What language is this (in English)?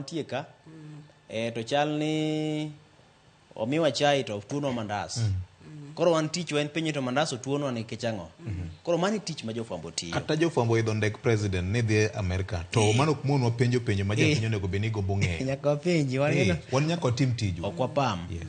Luo (Kenya and Tanzania)